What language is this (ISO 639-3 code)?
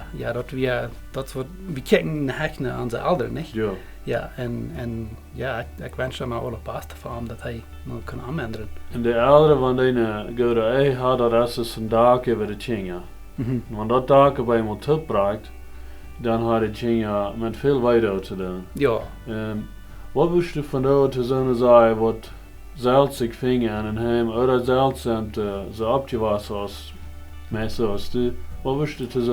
pdt